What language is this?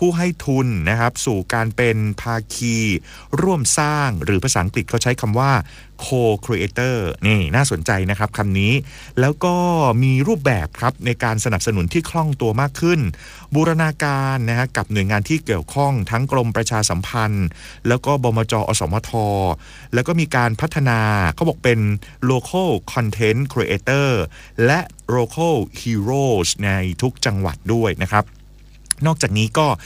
Thai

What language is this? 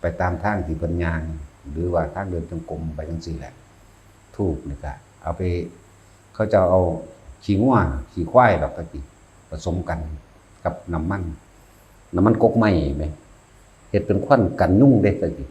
Northeastern Thai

